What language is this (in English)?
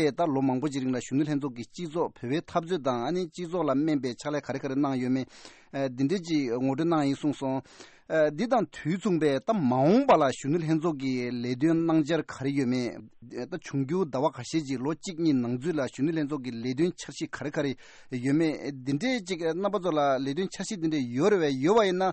Tibetan